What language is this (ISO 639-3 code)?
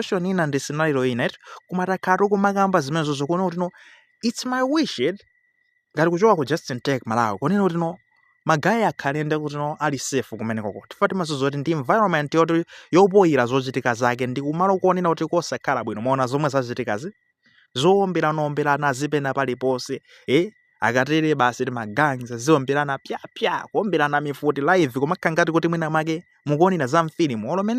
nya